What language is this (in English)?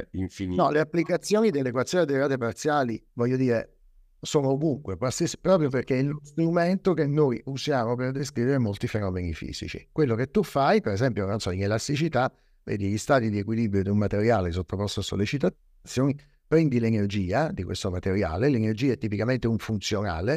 Italian